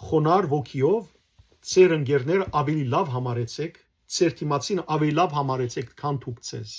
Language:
Western Armenian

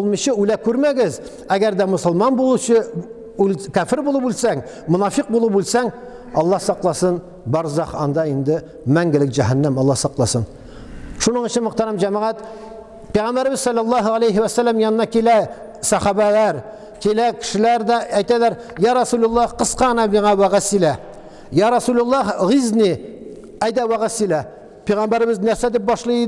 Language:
Tatar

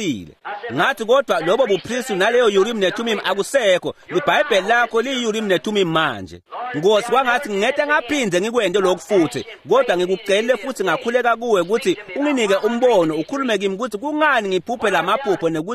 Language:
Swati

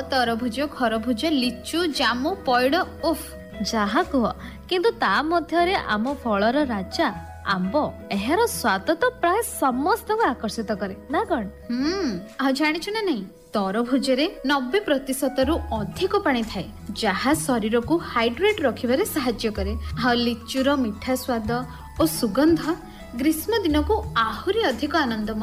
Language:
Odia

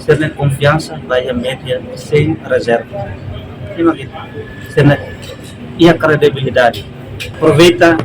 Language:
Tetum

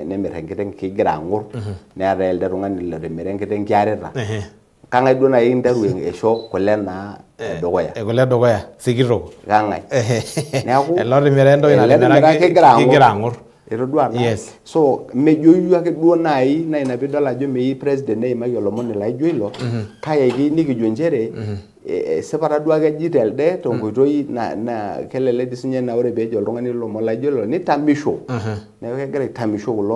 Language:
Masai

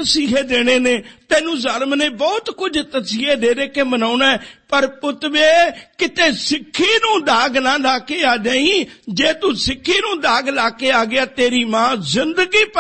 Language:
Punjabi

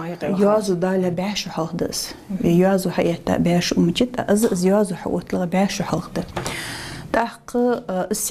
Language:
Ingush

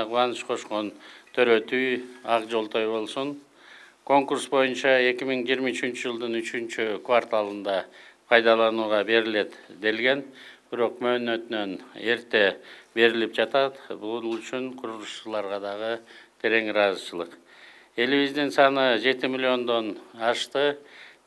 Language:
Kyrgyz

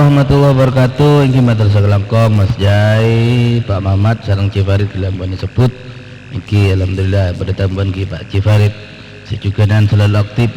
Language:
Madurese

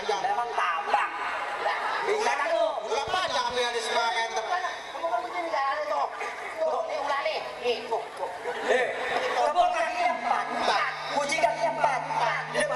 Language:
Betawi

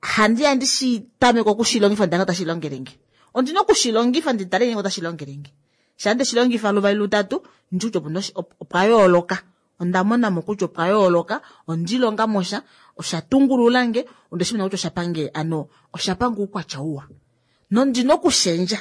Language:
Kuanyama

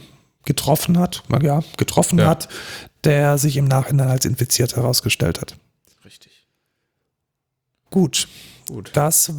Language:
German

